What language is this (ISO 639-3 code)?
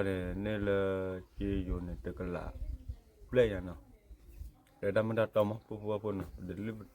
ksw